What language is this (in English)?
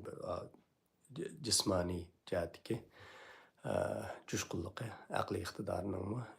Uyghur